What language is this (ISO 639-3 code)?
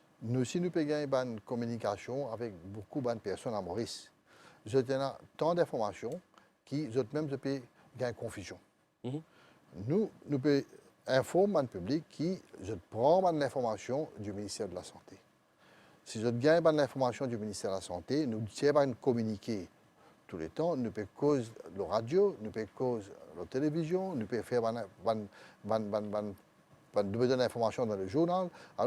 mfe